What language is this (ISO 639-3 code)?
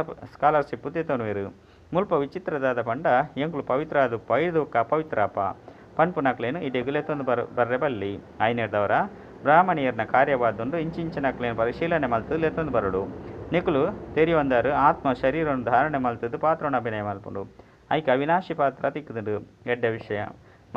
tcy